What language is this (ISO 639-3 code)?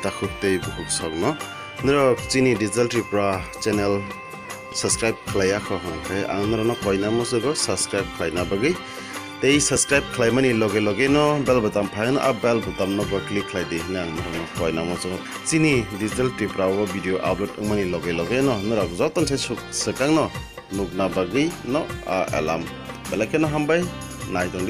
trp